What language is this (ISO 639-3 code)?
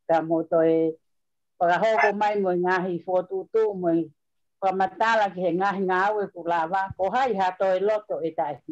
ton